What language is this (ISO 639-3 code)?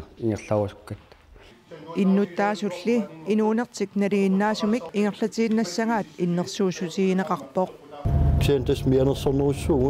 kal